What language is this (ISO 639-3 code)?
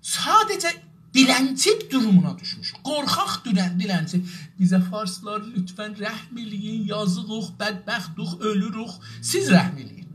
azb